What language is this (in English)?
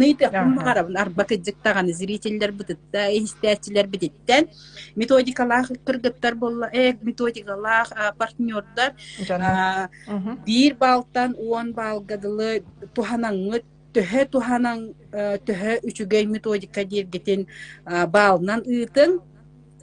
Yakut